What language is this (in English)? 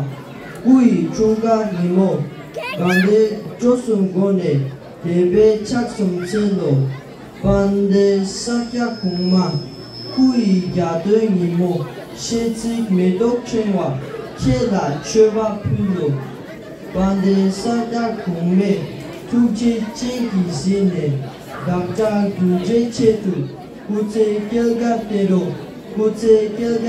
Tibetan